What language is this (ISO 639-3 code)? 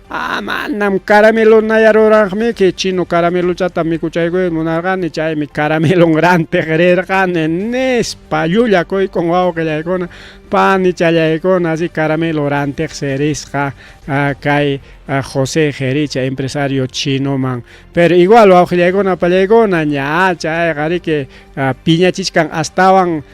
quy